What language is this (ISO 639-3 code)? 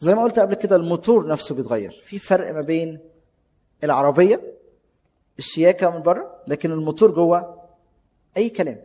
arz